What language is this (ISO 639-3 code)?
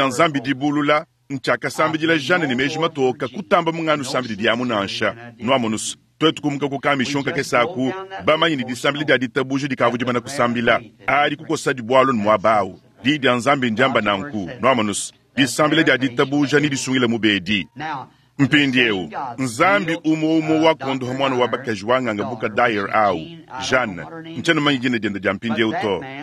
lua